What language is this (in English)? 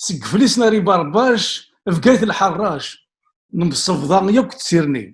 Kabyle